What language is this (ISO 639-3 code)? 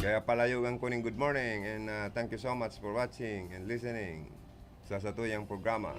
bik